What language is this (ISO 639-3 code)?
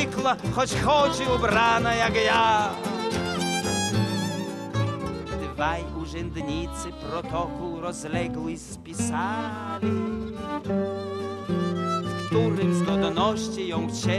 pol